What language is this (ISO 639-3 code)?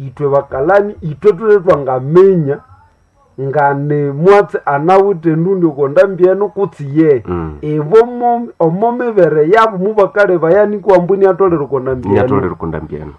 nnb